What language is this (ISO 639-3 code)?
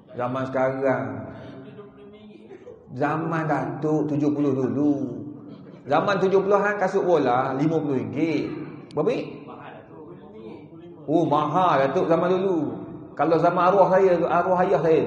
msa